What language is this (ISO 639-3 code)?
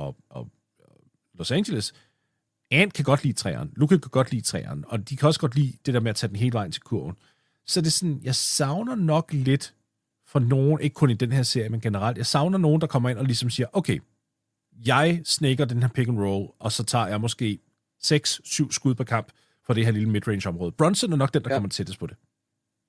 dan